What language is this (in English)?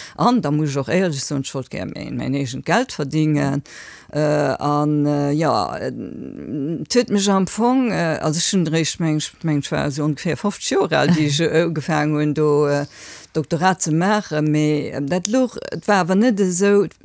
Luxembourgish